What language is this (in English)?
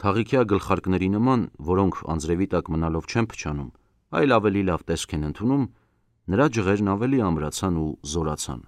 Armenian